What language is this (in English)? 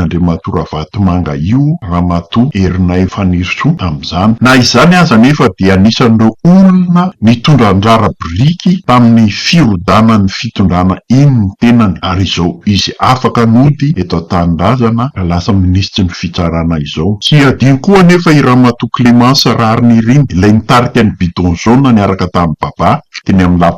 Malagasy